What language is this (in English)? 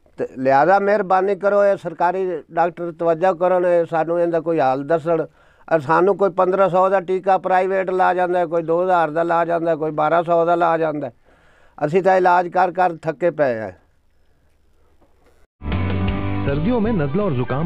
Punjabi